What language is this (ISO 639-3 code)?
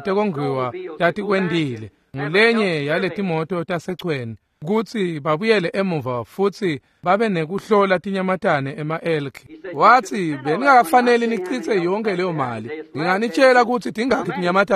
ssw